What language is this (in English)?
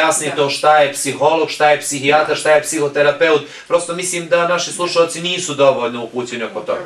Bosnian